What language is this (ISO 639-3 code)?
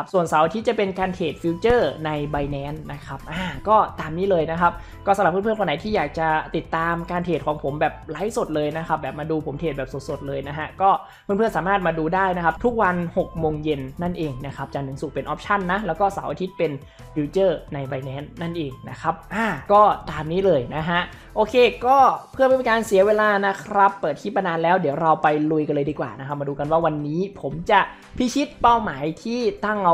tha